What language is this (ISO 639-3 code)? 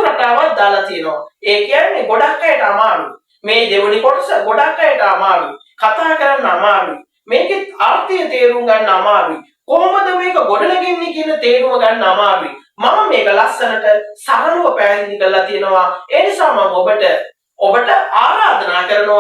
sin